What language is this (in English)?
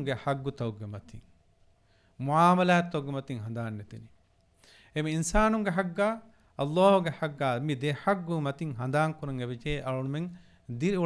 Divehi